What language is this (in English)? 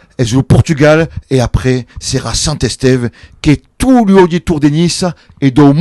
Occitan